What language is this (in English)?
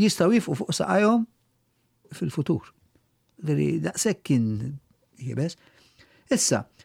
Maltese